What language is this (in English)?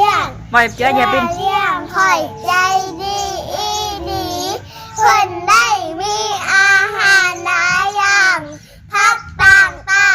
Northeastern Thai